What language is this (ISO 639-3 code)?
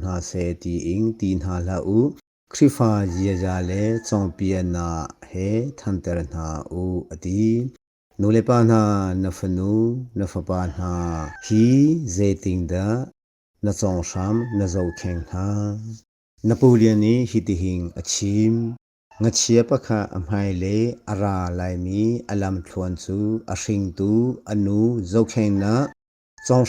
cnh